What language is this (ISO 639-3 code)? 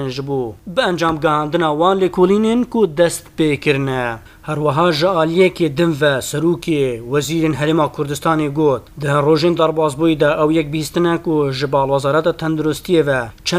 kur